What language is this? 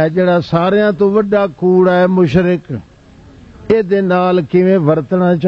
Western Panjabi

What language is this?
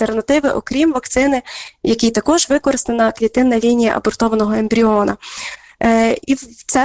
Ukrainian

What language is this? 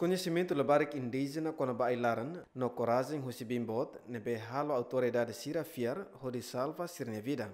Tetum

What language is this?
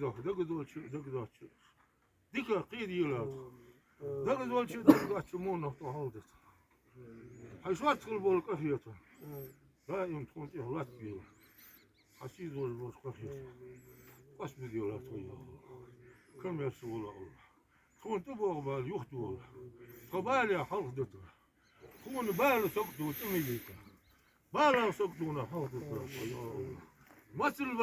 Ingush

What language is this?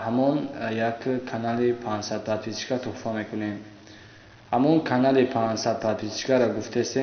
Tajik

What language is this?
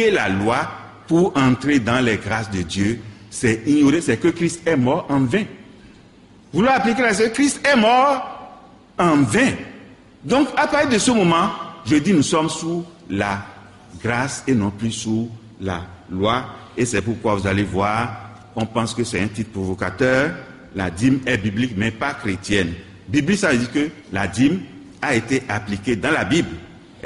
French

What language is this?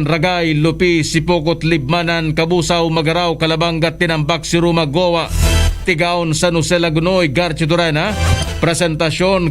Bikol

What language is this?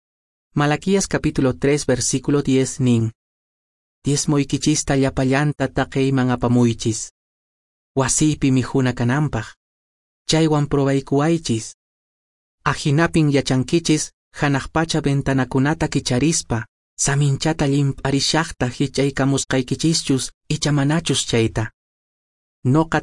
Quechua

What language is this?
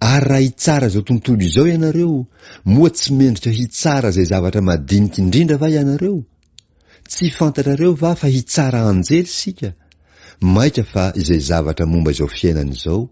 Malagasy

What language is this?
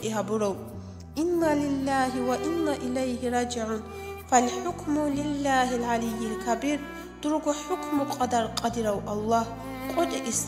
Avaric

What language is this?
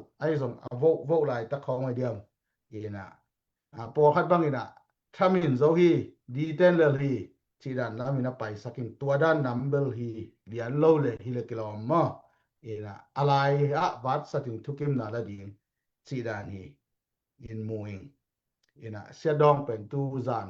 Tedim Chin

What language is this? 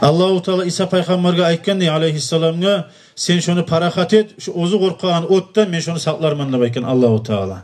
Kumyk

